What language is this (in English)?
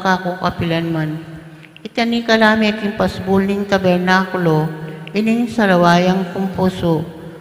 Pampanga